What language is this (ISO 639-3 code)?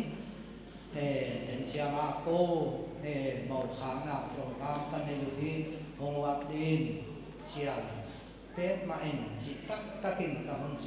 pck